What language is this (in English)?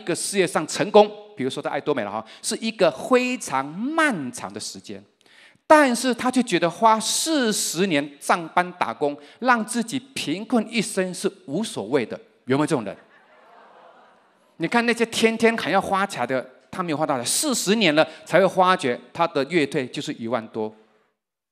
Chinese